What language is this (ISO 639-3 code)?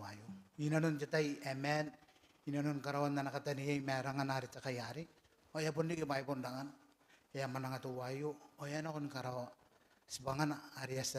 gil